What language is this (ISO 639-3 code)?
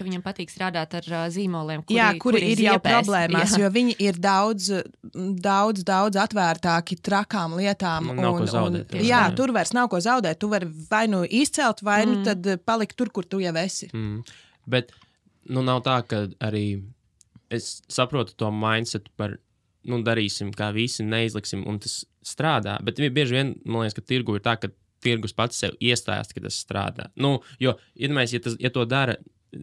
lav